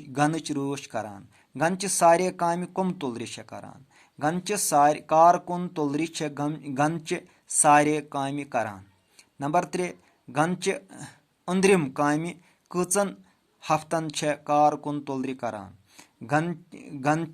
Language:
Kashmiri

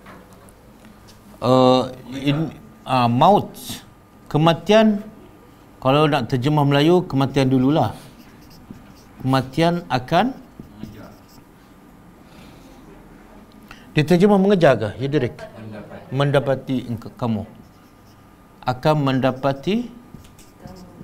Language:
Malay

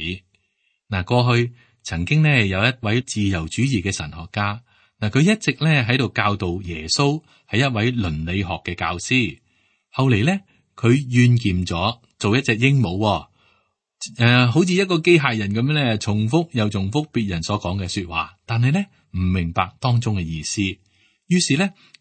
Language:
Cantonese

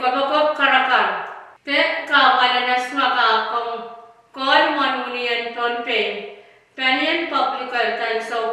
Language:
Pohnpeian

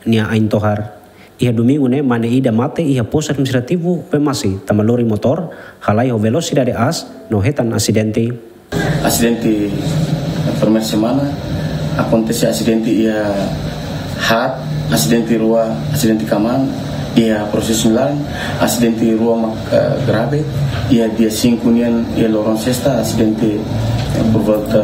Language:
Tetum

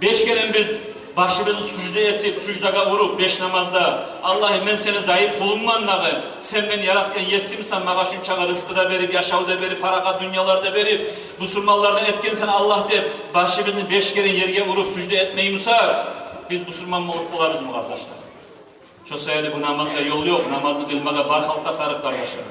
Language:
Kumyk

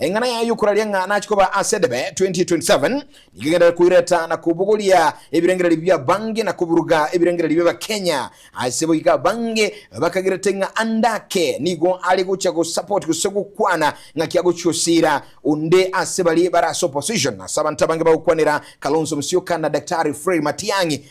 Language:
Gusii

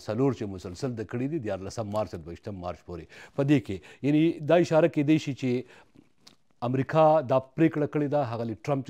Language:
Pashto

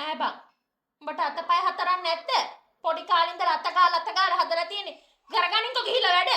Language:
Sinhala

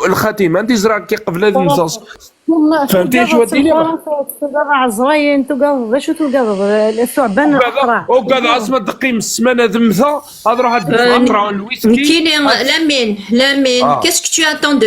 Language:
Kabyle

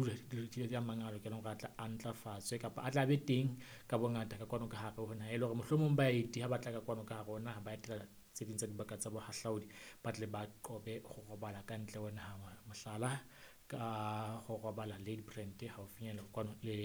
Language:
Southern Sotho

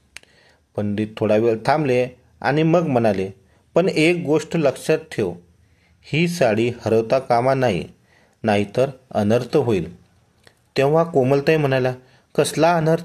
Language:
Marathi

